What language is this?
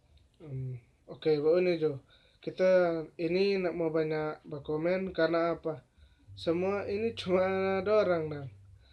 Manado Malay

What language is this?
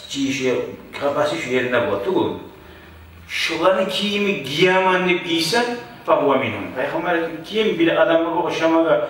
Kumyk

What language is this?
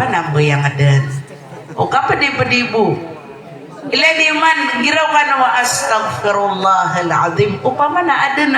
Maranao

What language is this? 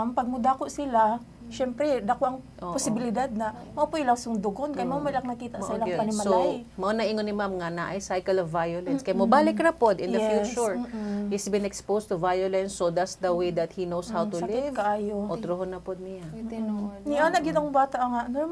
Cebuano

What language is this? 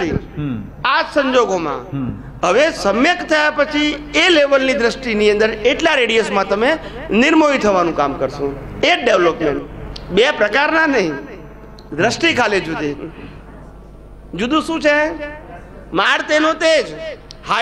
Gujarati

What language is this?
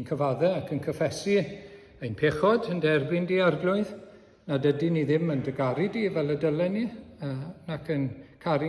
Welsh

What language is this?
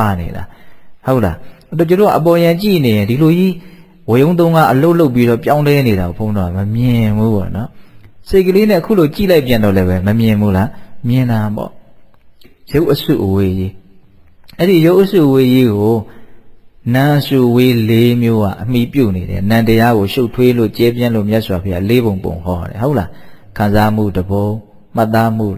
Burmese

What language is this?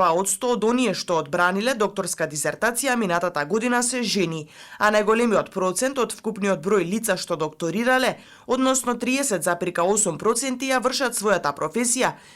Macedonian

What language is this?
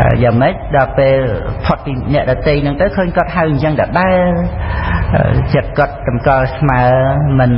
Khmer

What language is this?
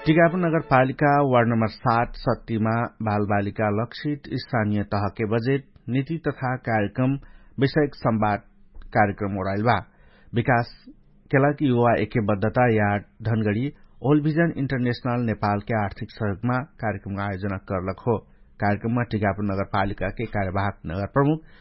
Dangaura Tharu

